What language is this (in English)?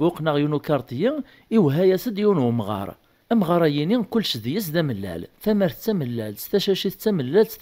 Kabyle